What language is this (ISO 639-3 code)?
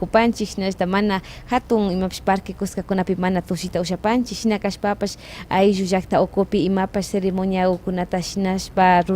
qvi